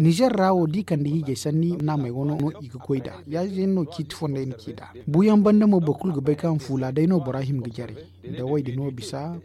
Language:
Zarma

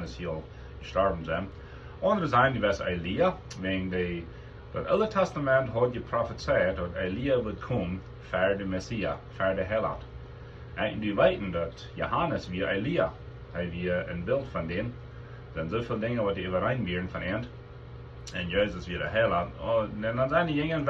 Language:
Plautdietsch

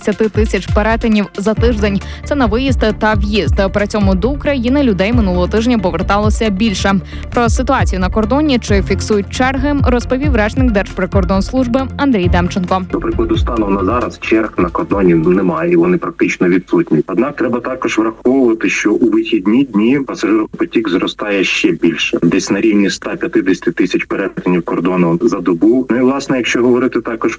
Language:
Ukrainian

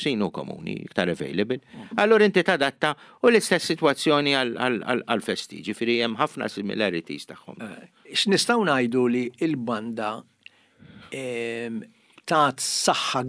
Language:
Maltese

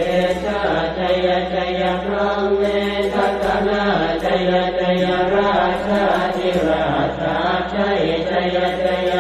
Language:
Pali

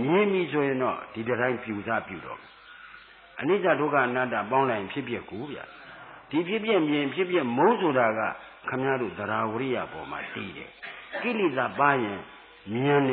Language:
Burmese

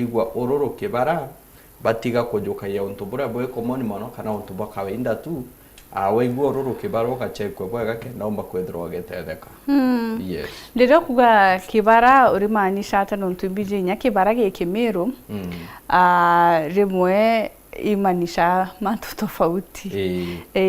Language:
Meru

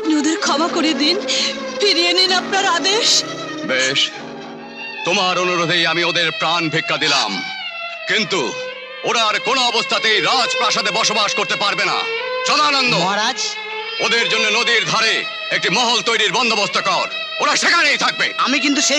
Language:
Bangla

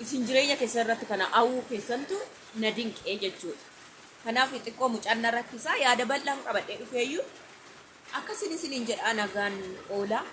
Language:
Oromo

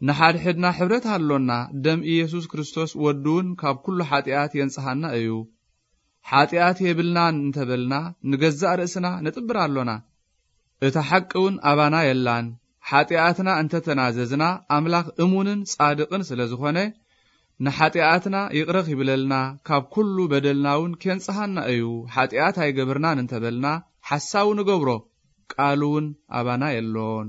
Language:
Tigrinya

